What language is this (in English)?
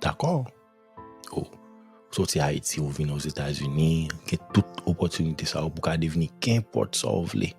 Haitian Creole